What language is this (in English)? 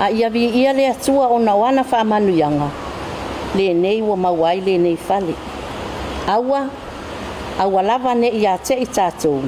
Samoan